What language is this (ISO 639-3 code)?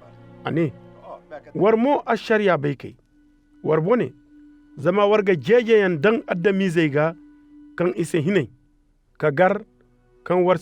dje